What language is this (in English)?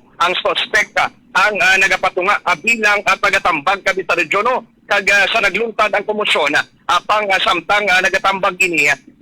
Hiligaynon